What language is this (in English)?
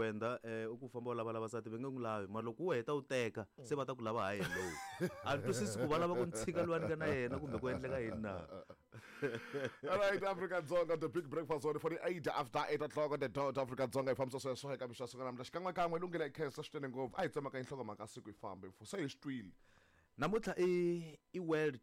Tsonga